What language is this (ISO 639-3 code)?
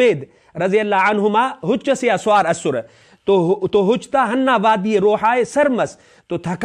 brh